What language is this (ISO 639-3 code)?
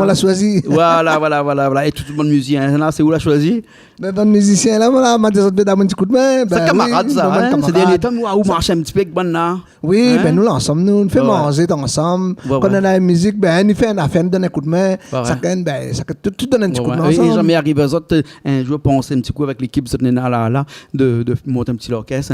rcf